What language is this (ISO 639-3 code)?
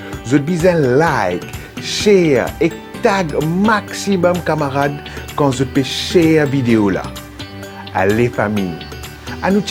mfe